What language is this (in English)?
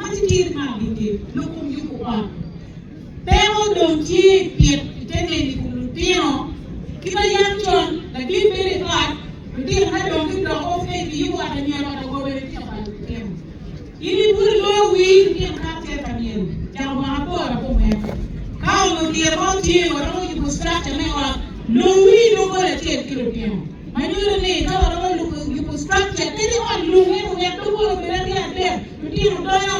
Acoli